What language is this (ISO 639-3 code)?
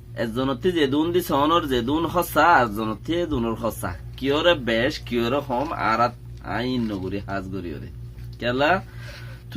rhg